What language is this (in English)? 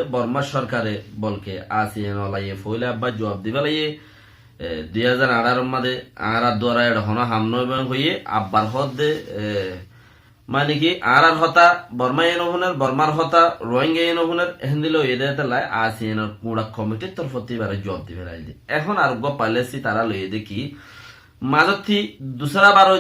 Rohingya